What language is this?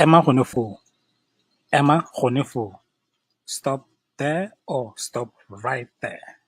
Tswana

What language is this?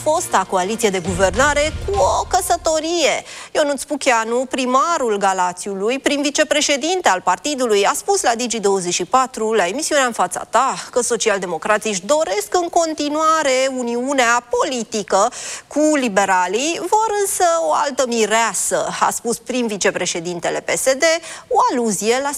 Romanian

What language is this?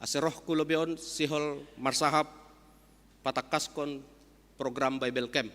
Batak Simalungun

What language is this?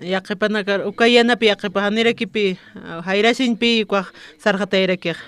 Aymara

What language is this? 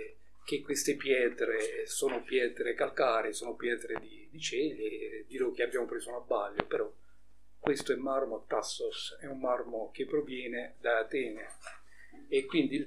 Italian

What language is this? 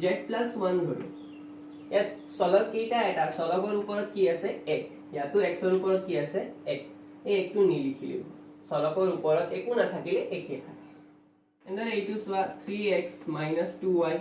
Assamese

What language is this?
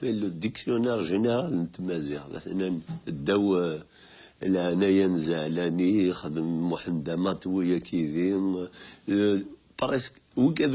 Kabyle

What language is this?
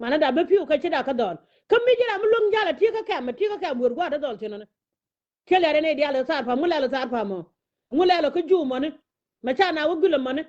Nuer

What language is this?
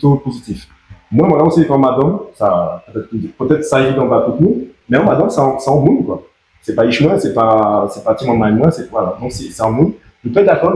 Guadeloupean Creole French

